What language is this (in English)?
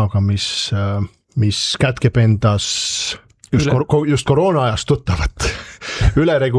Estonian